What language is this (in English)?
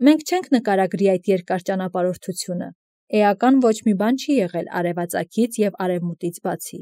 Armenian